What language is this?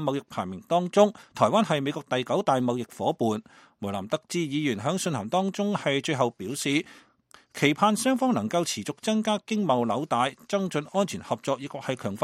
Cantonese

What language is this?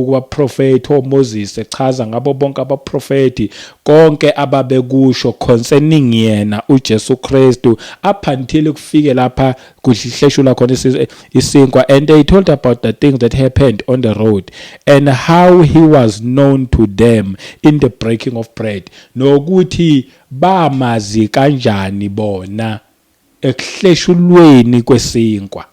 Zulu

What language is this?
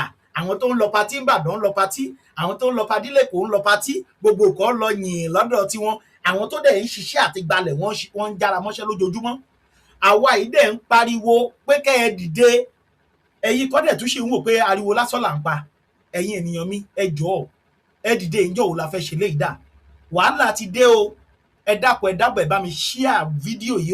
Yoruba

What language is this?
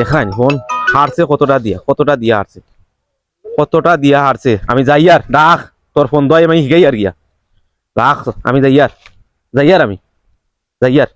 Sylheti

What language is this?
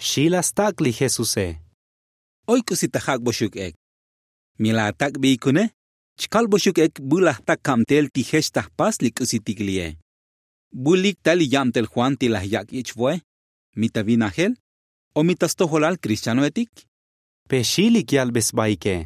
Tzotzil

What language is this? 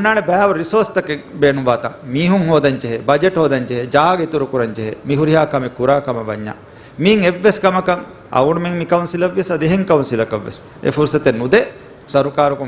Divehi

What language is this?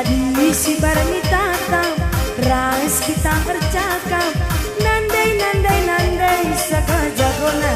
Batak Karo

